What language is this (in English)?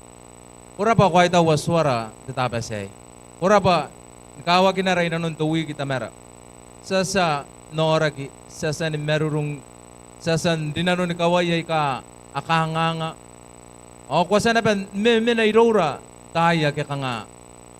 Gilbertese